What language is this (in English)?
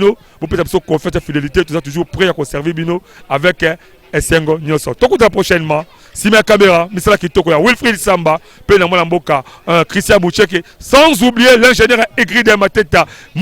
Lingala